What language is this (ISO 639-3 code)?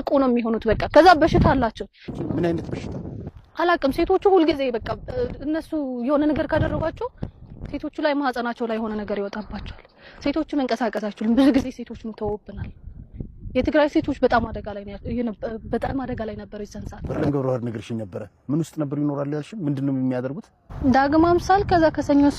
amh